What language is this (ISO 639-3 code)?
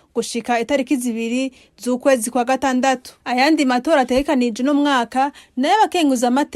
run